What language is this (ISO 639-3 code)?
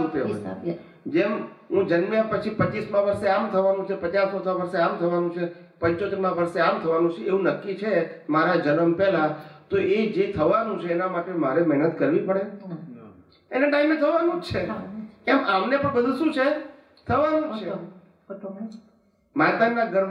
guj